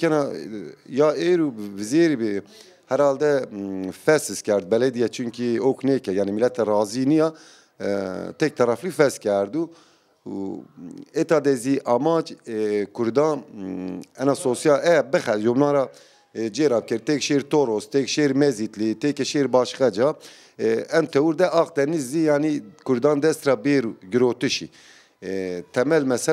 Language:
Zaza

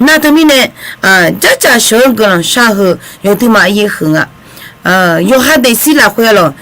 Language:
Akha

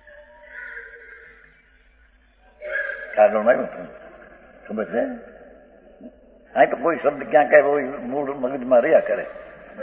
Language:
Gujarati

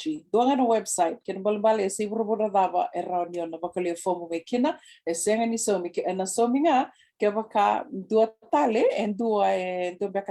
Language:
Fijian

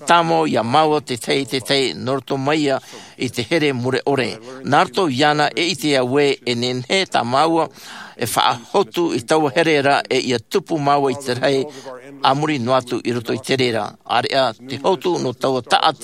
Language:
Tahitian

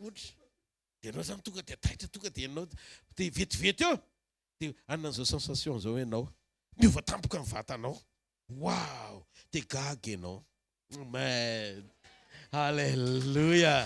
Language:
Malagasy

